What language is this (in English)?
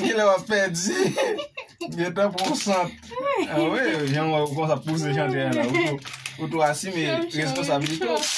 Haitian Creole